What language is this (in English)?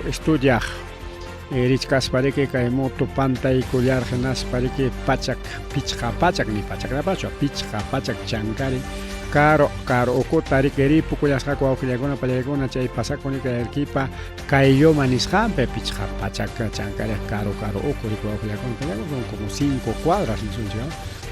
Ayacucho Quechua